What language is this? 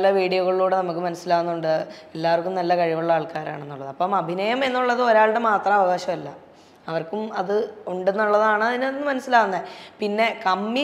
Malayalam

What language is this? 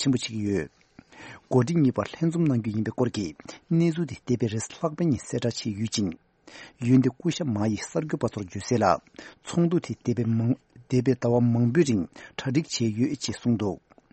Tibetan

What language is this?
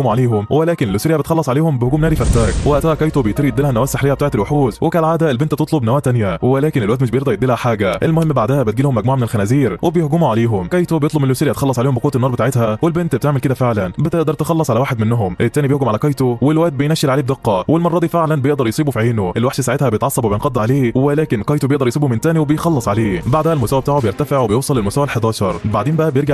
Egyptian Arabic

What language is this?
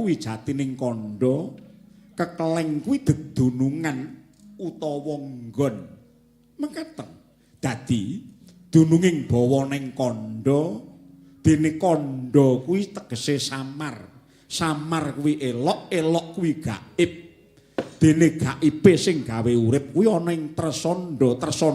Javanese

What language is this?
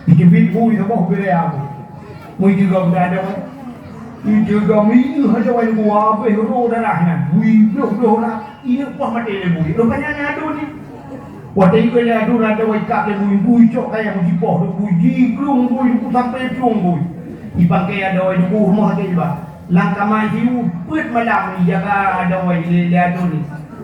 Achinese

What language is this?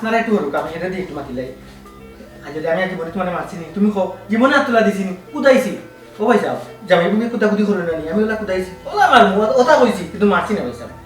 Sylheti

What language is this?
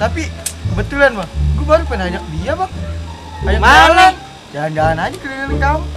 Betawi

